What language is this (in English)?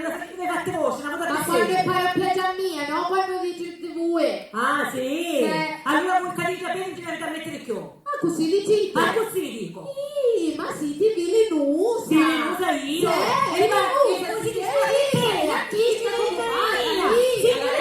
Sicilian